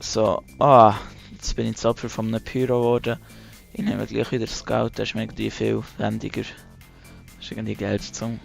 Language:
Swiss German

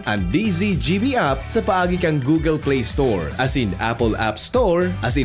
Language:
Bikol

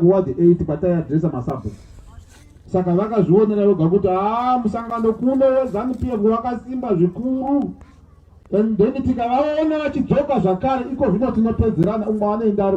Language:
Shona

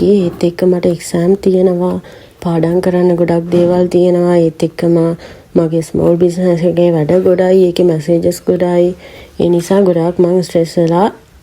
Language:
Sinhala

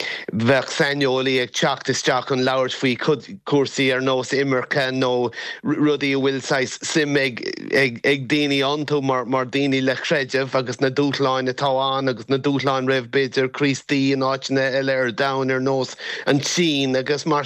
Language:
Irish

